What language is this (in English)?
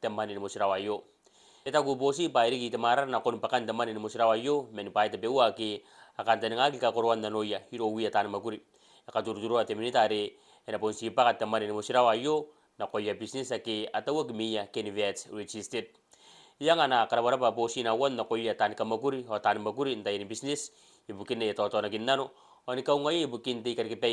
Gilbertese